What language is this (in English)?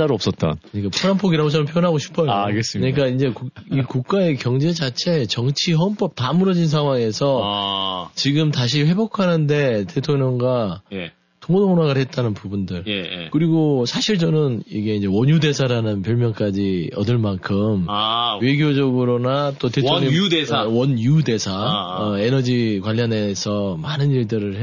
Korean